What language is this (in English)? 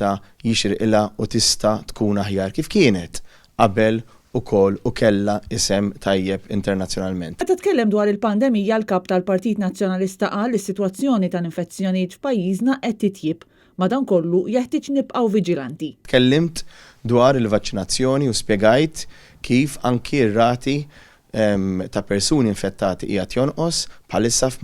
Maltese